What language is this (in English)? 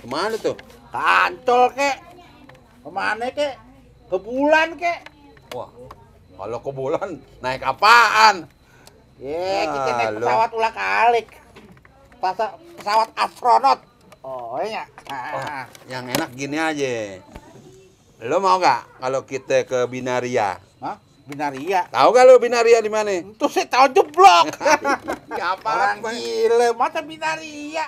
Betawi